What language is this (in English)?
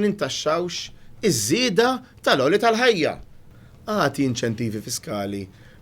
Maltese